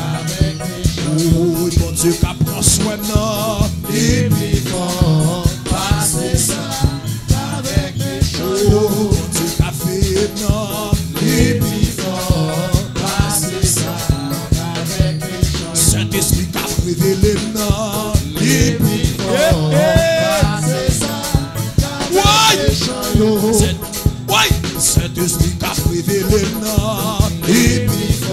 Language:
French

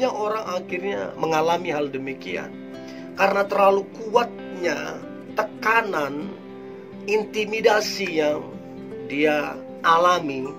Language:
Indonesian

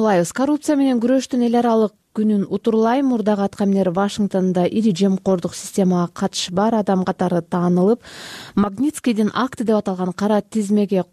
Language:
Kyrgyz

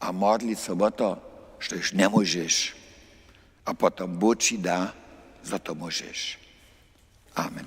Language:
Upper Sorbian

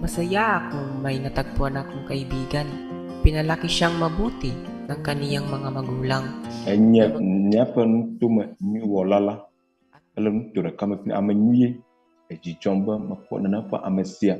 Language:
Ewe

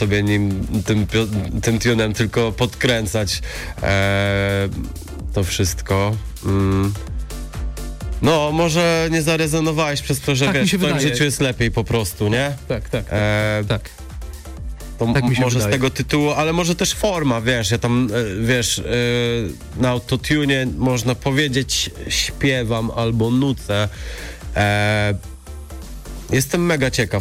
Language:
Polish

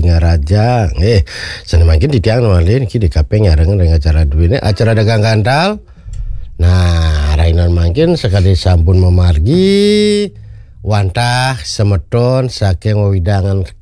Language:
Balinese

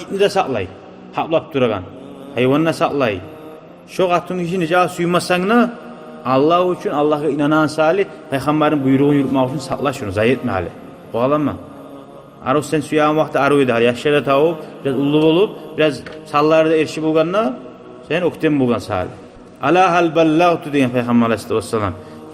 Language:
Kumyk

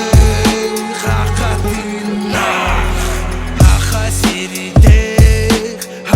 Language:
Yakut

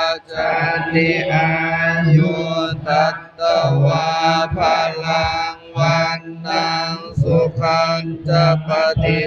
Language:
Pali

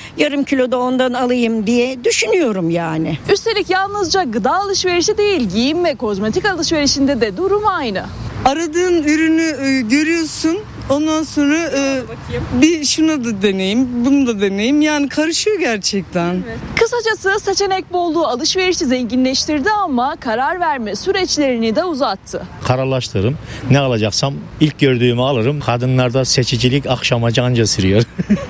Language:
Turkish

